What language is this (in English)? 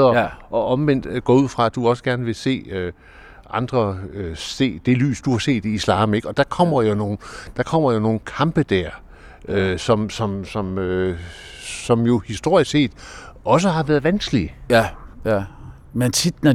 Danish